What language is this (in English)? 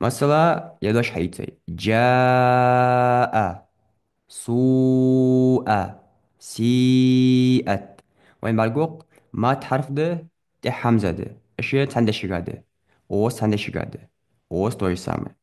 Ingush